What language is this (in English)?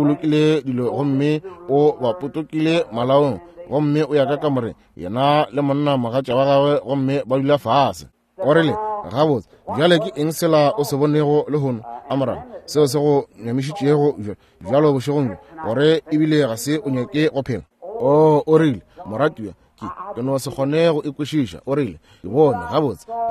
Northern Sotho